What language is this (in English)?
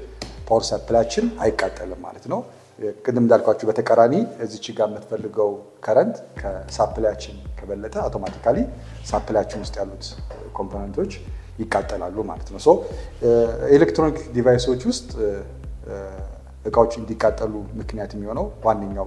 Amharic